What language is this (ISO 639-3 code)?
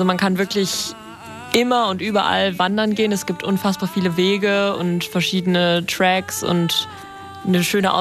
deu